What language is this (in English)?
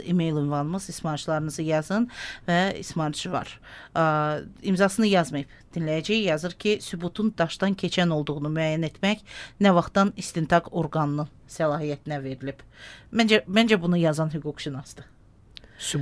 Azerbaijani